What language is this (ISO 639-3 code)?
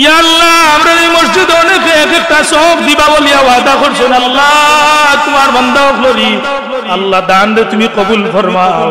syl